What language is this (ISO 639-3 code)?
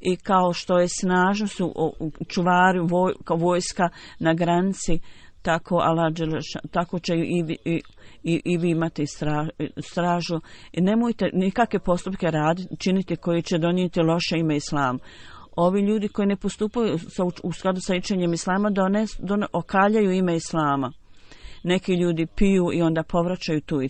bos